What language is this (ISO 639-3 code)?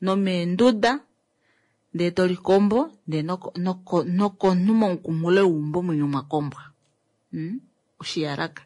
kua